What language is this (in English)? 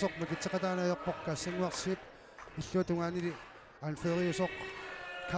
Kalaallisut